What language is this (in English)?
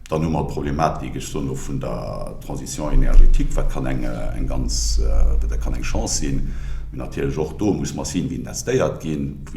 Luxembourgish